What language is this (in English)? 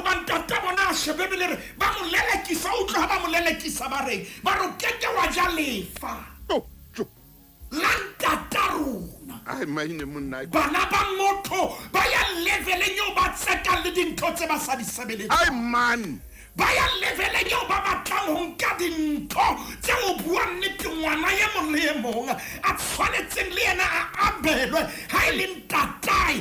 Southern Sotho